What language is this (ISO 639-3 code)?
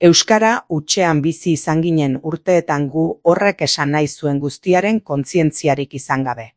eus